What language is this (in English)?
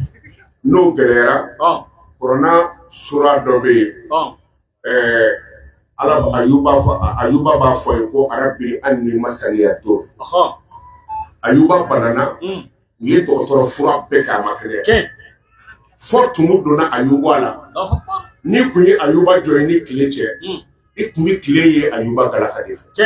Bambara